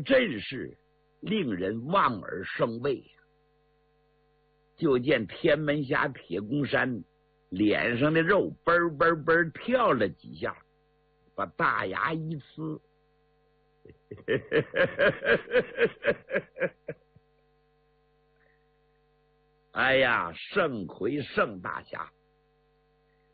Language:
Chinese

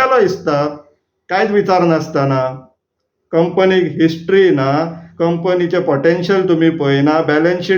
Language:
Konkani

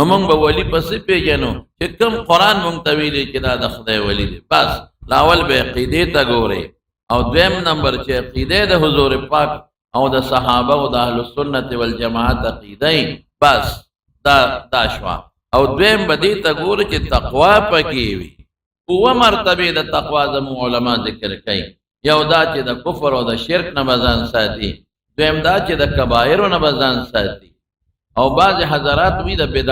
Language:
Pashto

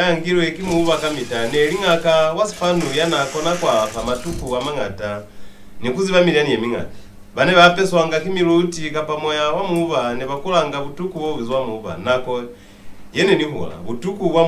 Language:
Lozi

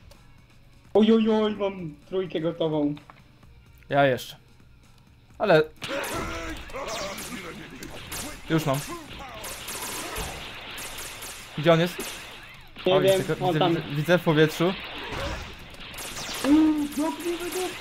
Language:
Polish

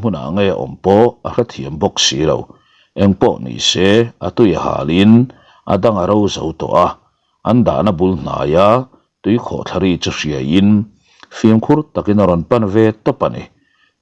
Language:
Mizo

